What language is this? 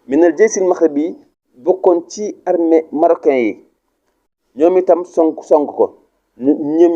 Wolof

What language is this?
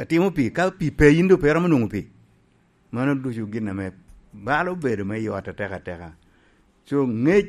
Lango (Uganda)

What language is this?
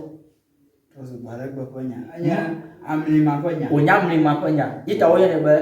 Ewe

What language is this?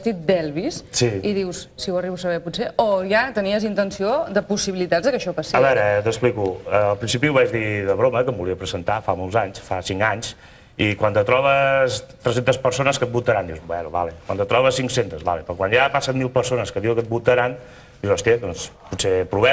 Catalan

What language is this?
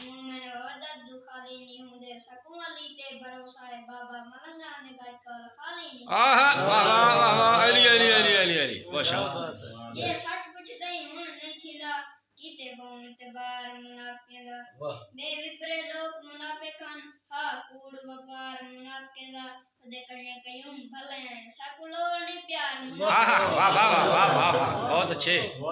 Saraiki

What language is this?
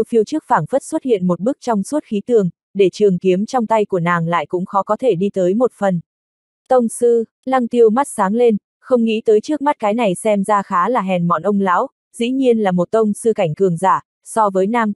Vietnamese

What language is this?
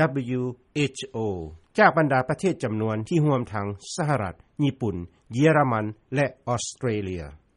Lao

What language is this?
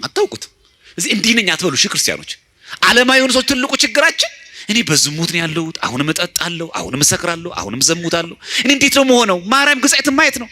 Amharic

